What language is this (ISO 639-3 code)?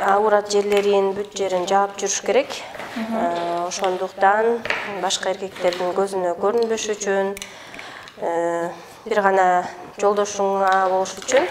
kir